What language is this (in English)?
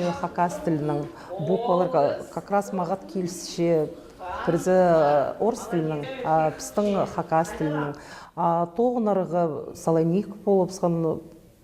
Khakas